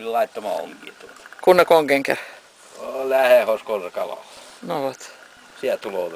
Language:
Karelian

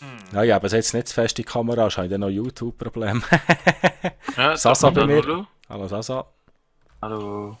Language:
Swiss German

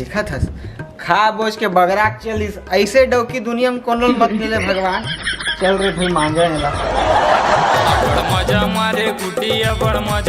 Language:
Chhattisgarhi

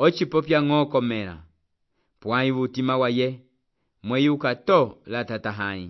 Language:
Umbundu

